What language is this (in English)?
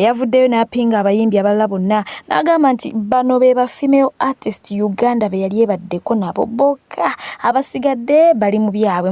Ganda